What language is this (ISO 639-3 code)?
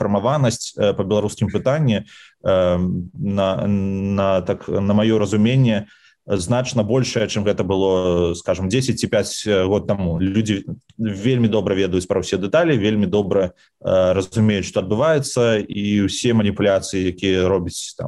bel